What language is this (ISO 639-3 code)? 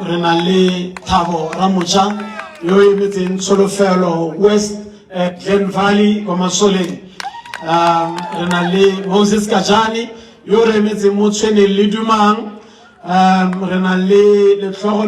tsn